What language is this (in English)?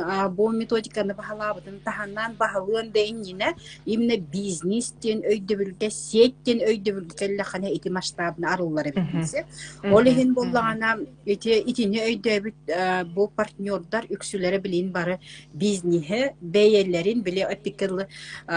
Yakut